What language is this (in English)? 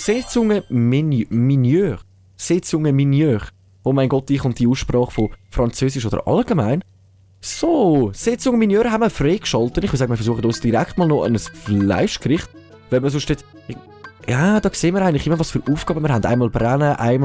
Swiss German